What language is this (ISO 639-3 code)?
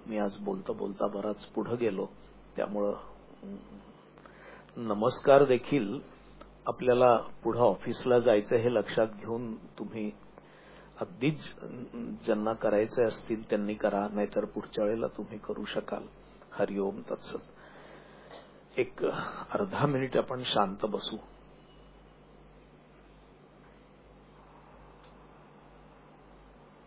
mar